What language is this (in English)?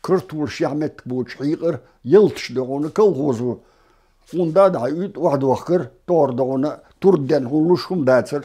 Chechen